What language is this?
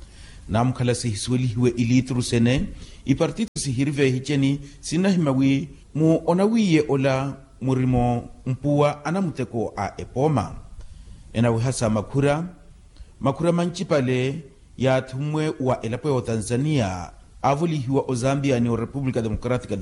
Makhuwa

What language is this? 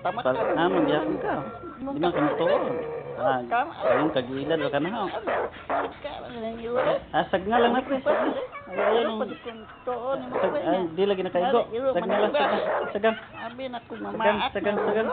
Cebuano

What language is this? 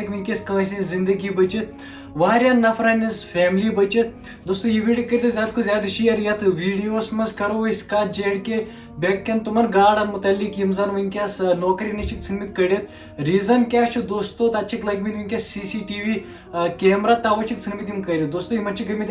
Kashmiri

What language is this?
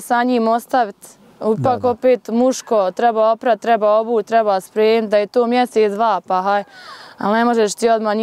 Bosnian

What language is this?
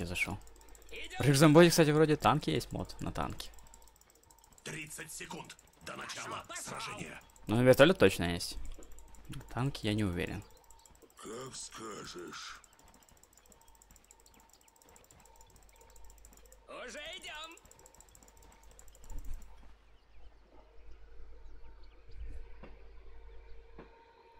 Russian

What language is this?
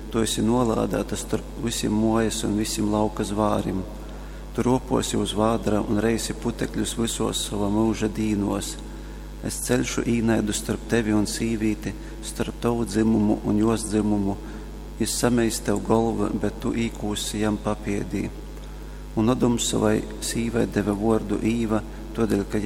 Latgalian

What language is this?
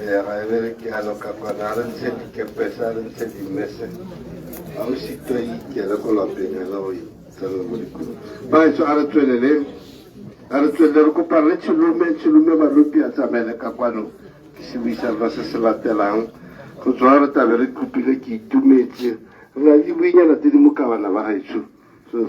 Tswana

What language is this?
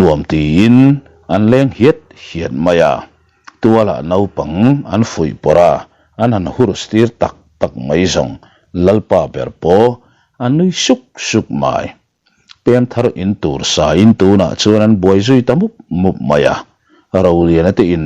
Mizo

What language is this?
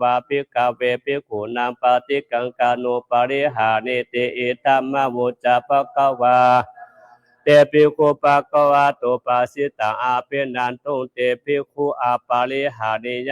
Pali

